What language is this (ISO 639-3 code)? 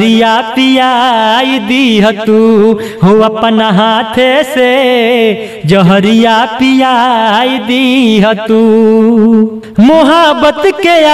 bho